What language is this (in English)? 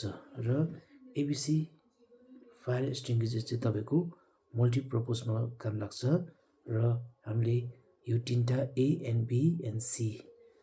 Nepali